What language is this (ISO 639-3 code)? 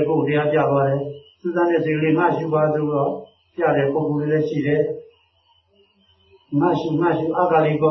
mya